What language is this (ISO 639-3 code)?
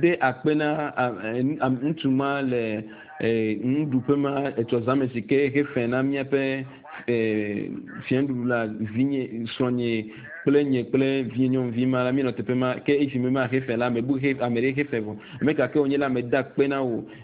ewe